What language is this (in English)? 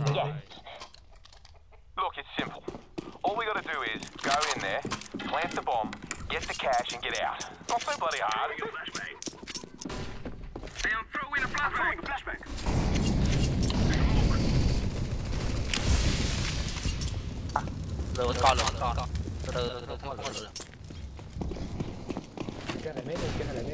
Vietnamese